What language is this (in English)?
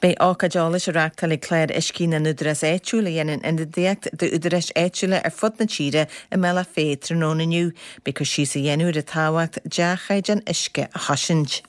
Irish